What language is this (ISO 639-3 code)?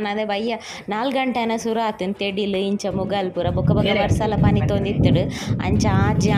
tcy